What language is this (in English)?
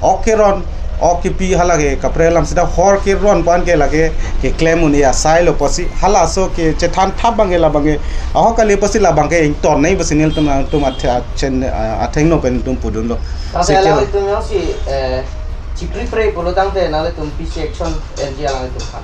Karbi